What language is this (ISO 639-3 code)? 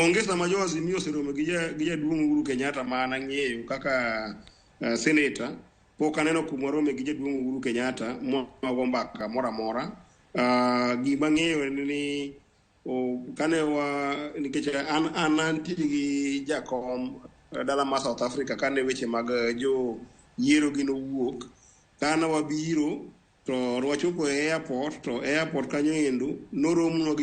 luo